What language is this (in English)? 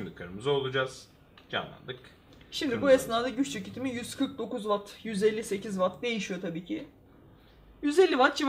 Turkish